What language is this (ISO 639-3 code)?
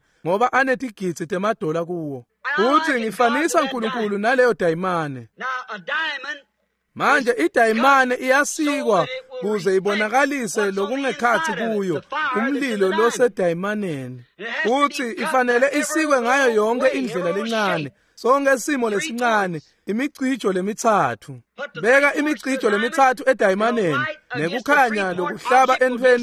ssw